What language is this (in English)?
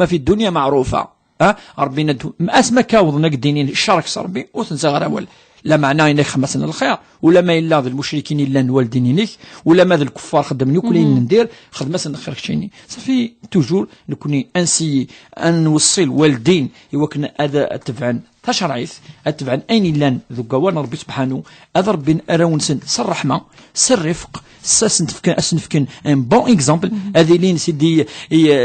Kabyle